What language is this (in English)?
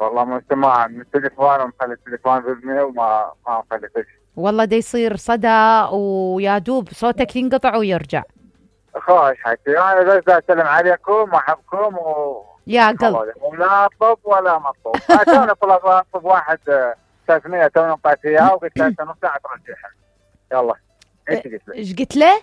Mesopotamian Arabic